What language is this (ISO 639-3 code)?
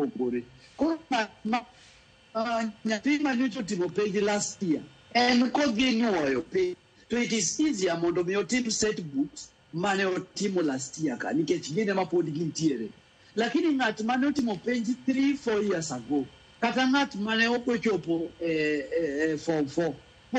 luo